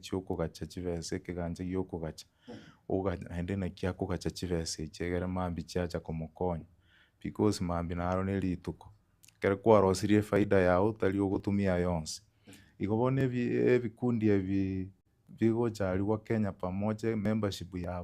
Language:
Gusii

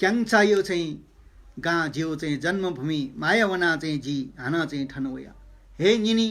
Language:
Newari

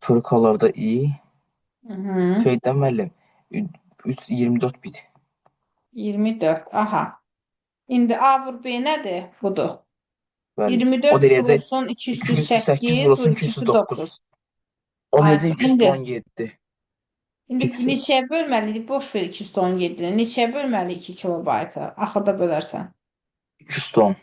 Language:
Azerbaijani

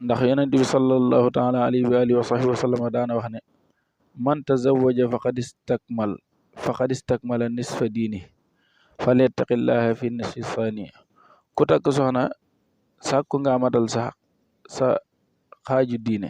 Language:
Wolof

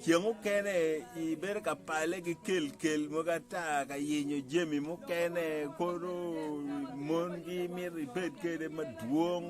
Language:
Acoli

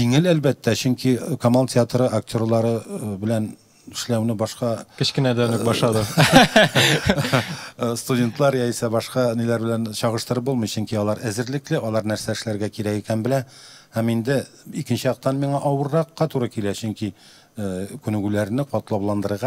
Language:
Tatar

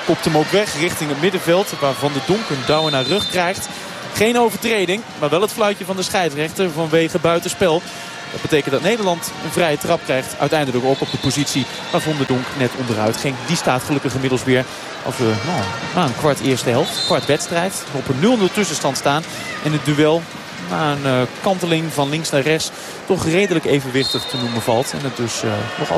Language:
Dutch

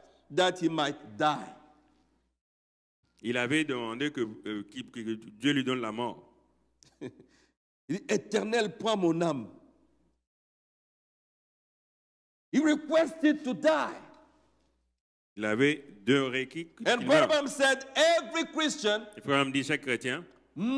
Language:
French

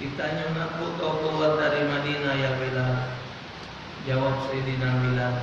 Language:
Musi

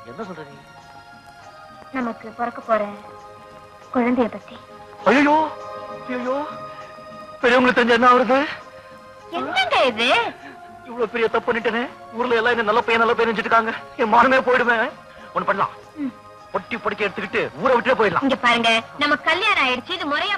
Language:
Tamil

